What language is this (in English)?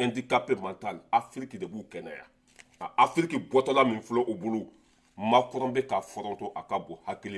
Bambara